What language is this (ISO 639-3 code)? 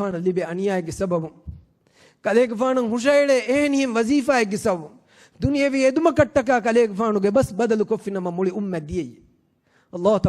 div